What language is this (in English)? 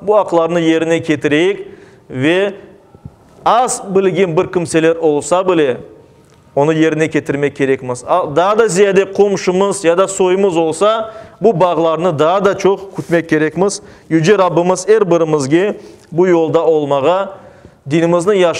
Crimean Tatar